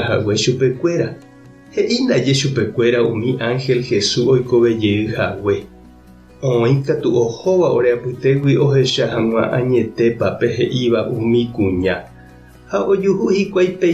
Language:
Guarani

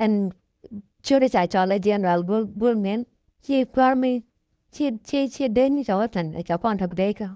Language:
Nuer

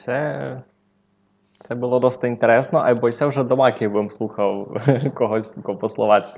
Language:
Rusyn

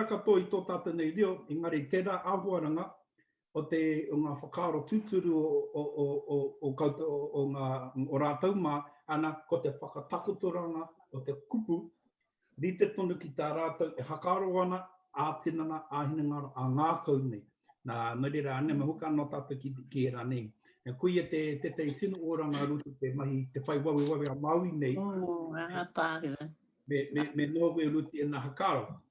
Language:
Māori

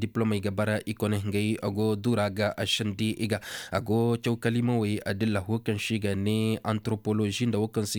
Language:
Koyraboro Senni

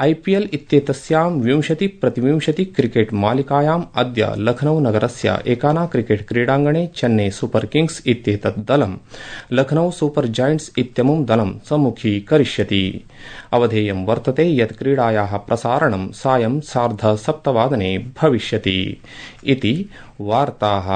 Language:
Sanskrit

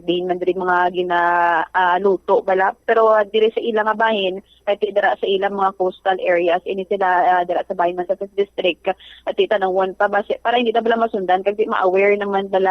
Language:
Hiligaynon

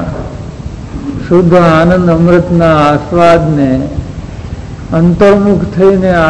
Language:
Gujarati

